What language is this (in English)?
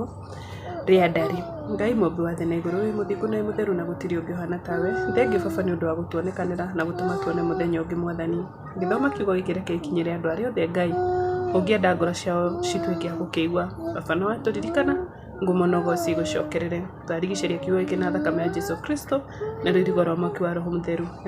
Kikuyu